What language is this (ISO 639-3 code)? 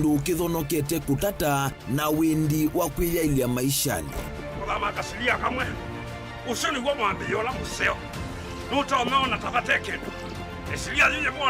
kam